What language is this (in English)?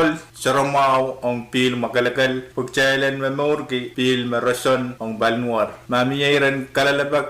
Pohnpeian